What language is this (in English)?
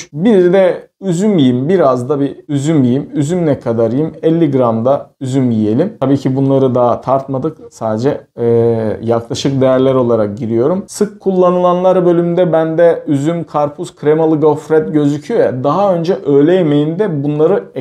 Turkish